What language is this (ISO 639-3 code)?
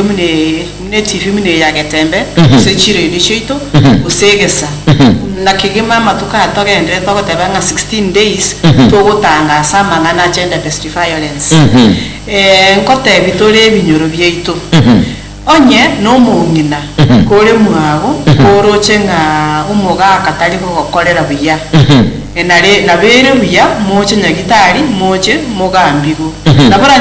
guz